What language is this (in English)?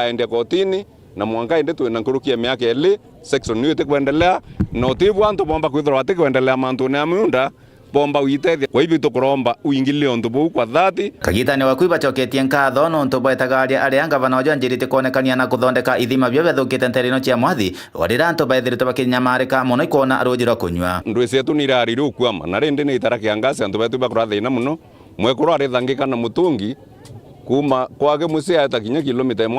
Meru